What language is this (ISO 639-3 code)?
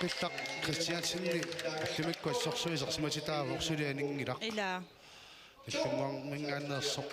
kal